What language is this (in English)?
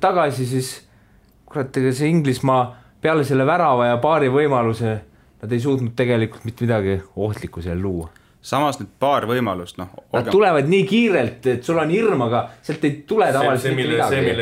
Estonian